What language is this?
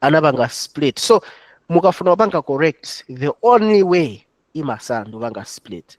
Nyanja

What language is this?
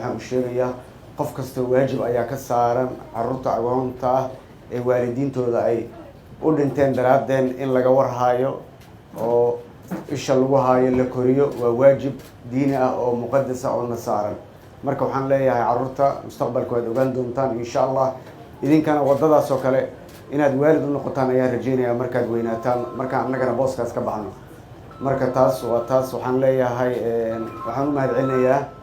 Somali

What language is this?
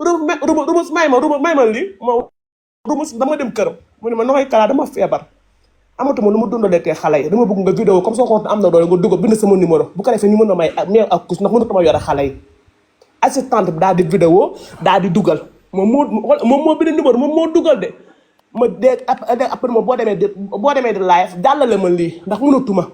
Wolof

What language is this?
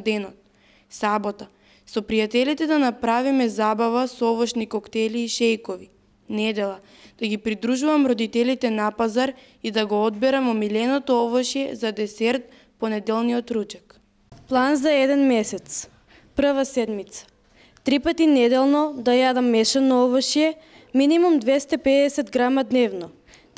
Macedonian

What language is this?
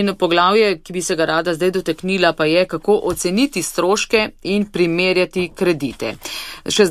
Slovenian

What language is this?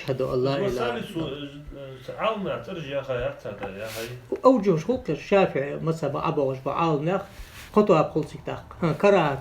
Ingush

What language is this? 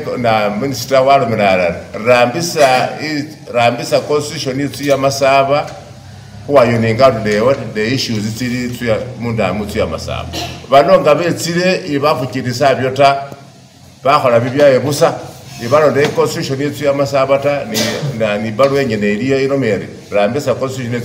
Masaaba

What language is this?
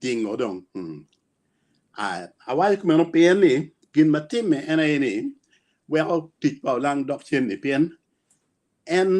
Acoli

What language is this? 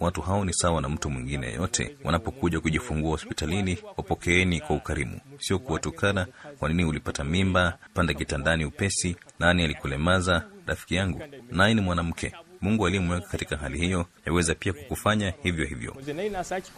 Swahili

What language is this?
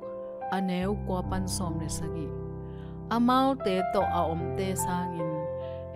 Tedim Chin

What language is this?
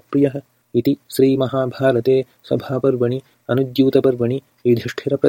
Sanskrit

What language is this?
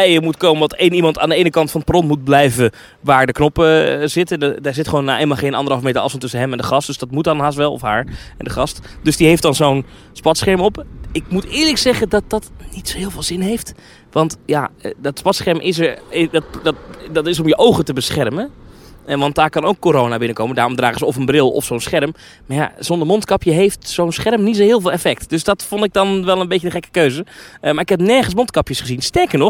Dutch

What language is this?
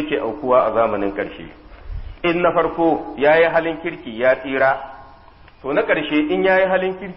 Hausa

